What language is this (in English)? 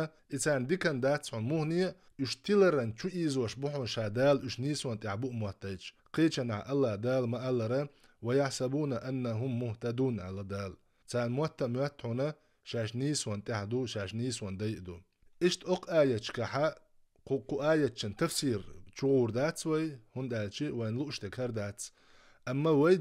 Chechen